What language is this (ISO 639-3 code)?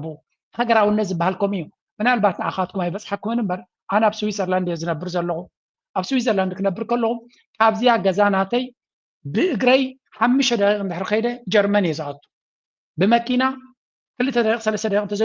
tir